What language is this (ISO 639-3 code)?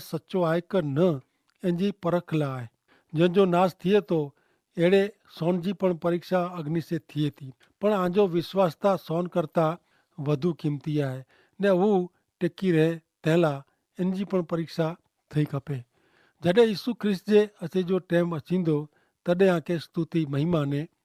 kfr